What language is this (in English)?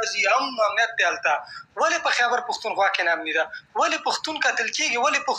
Pashto